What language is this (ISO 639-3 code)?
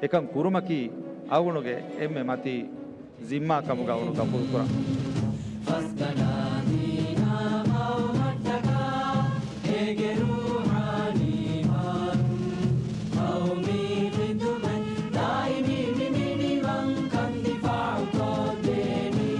div